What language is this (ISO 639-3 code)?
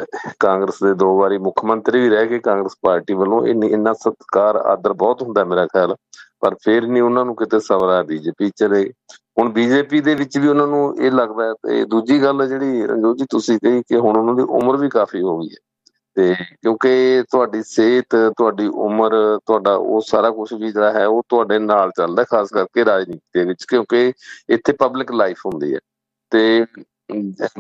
pan